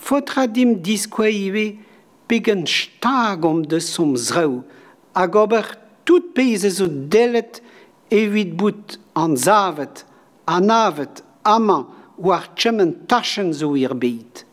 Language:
Breton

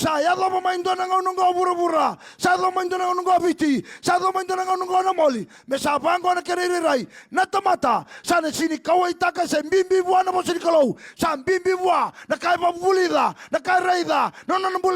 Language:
Fijian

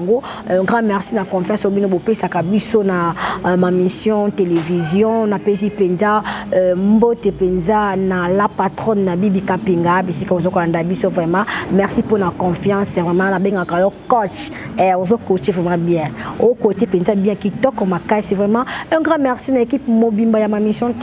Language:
Lingala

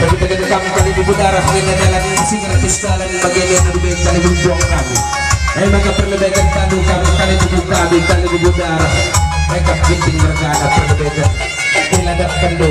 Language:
Batak Karo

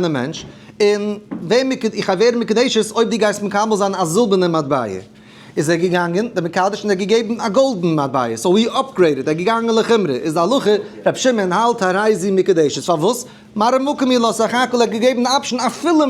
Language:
Yiddish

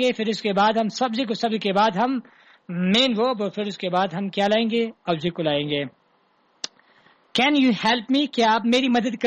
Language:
Urdu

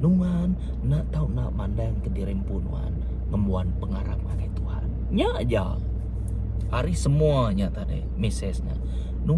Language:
Iban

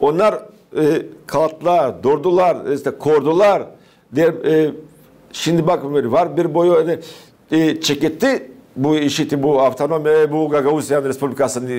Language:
Gagauz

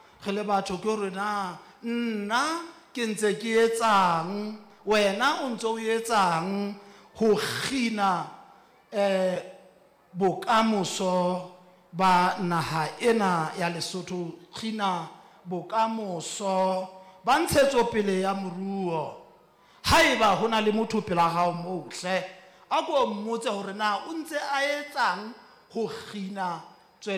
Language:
Southern Sotho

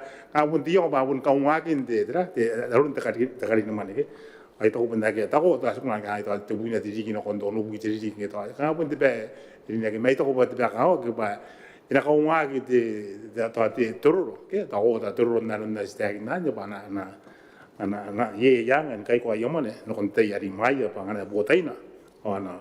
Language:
Gilbertese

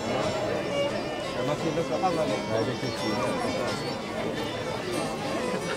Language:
Swedish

